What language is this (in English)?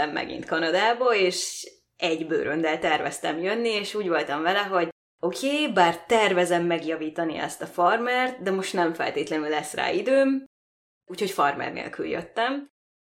Hungarian